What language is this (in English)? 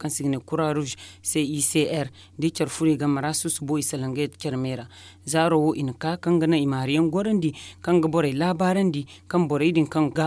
Zarma